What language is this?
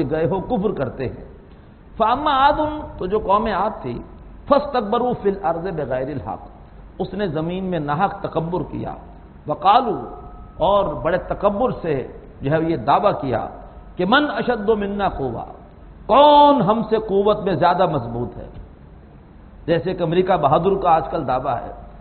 Urdu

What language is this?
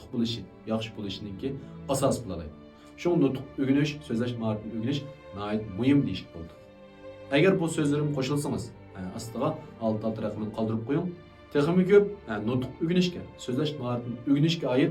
Uyghur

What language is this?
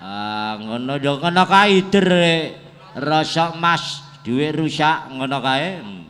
Javanese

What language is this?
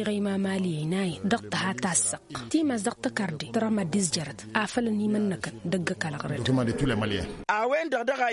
Tamasheq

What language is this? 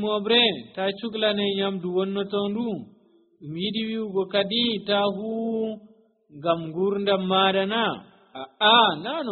Nigerian Fulfulde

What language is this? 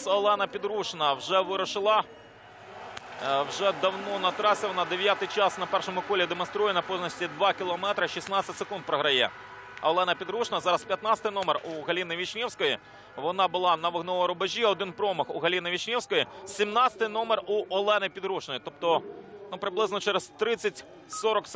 Ukrainian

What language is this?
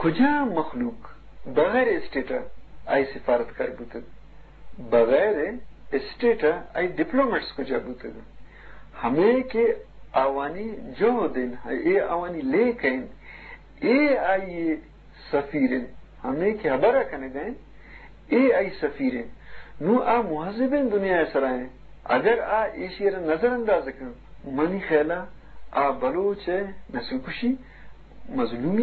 Eastern Balochi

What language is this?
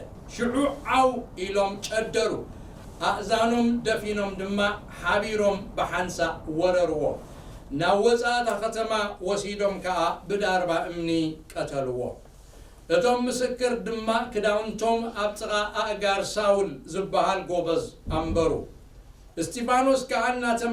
Tigrinya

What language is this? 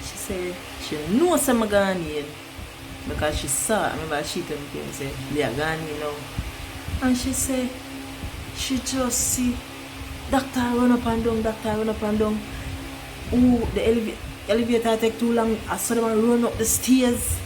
Jamaican Creole English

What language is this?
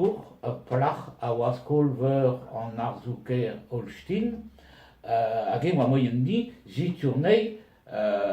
Breton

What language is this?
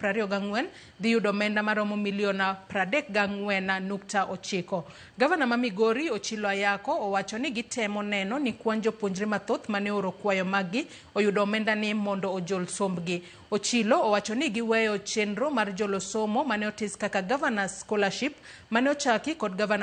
Luo (Kenya and Tanzania)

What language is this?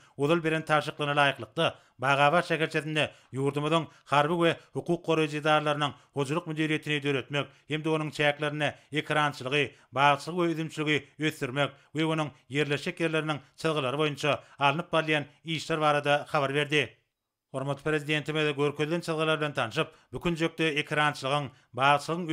Turkmen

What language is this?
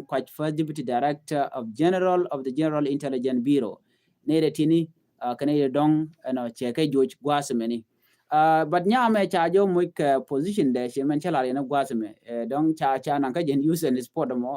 Nuer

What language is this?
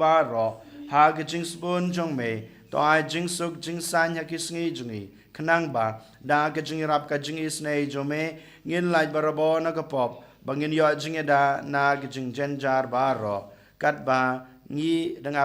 Khasi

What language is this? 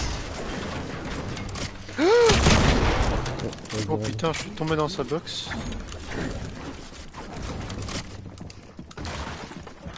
French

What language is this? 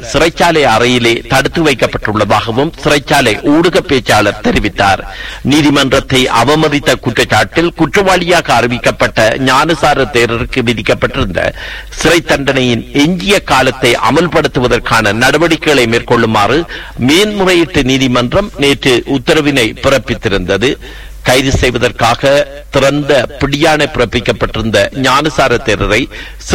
Tamil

